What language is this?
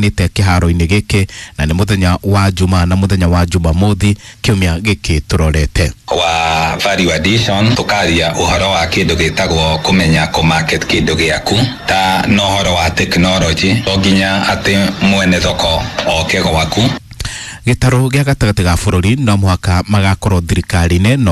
Kikuyu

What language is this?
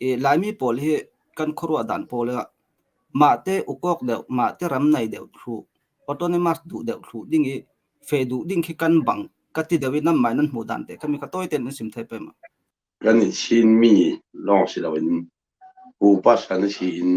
Falam Chin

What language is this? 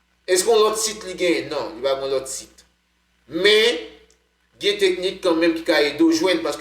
Haitian Creole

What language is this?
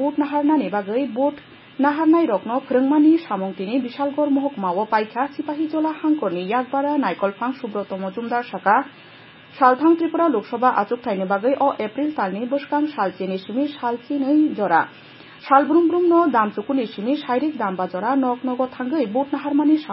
Kok Borok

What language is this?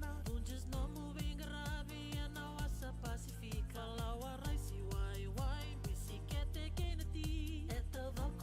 Fijian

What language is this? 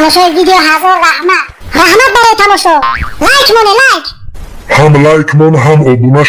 Tajik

